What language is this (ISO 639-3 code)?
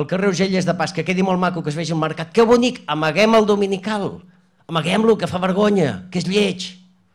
cat